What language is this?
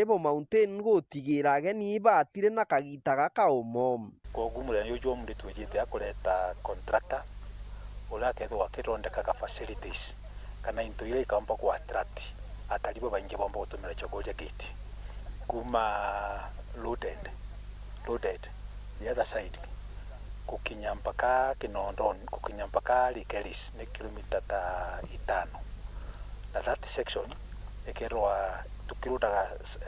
Meru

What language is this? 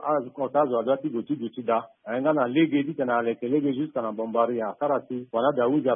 Sango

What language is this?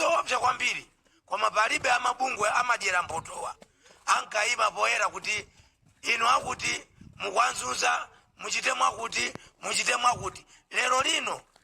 Nyanja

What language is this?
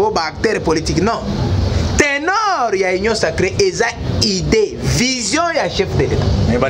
Lingala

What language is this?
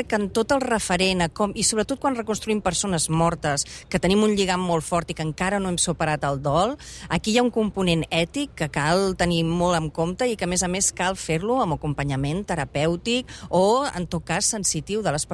Catalan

